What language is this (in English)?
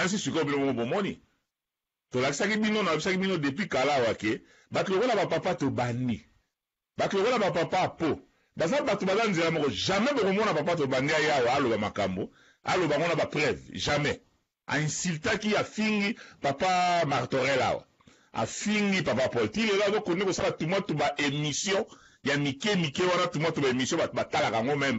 Lingala